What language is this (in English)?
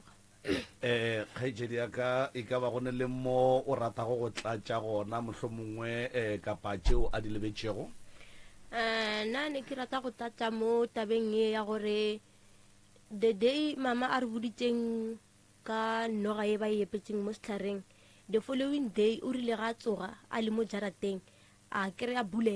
Northern Sotho